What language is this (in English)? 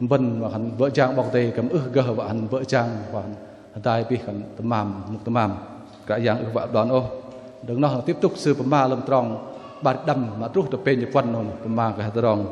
Bahnar